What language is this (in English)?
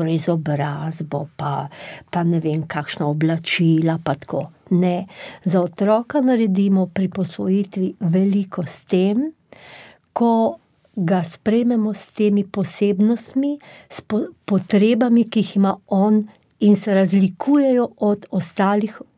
Slovenian